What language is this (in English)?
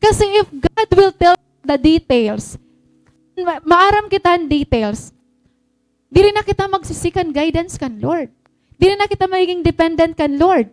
Waray